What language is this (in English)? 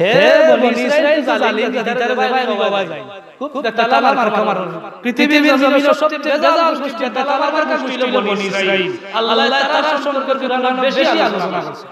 Sylheti